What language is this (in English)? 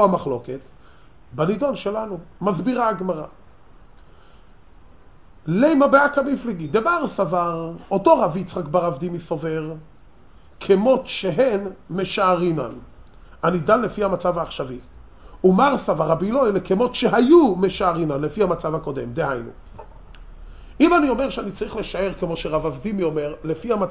Hebrew